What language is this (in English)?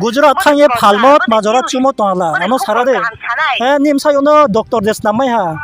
Riang (India)